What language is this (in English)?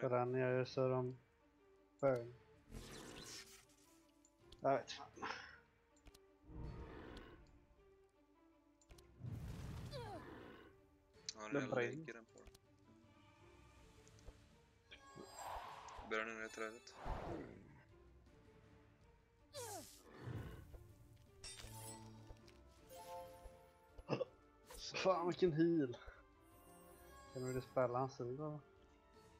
Swedish